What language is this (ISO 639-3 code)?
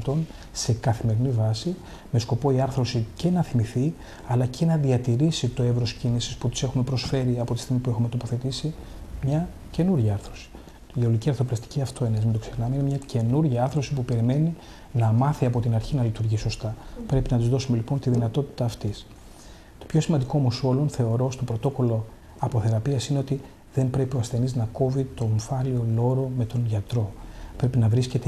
ell